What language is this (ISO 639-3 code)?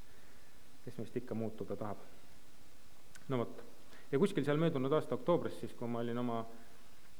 est